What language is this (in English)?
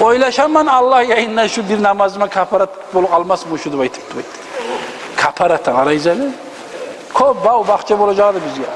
Kumyk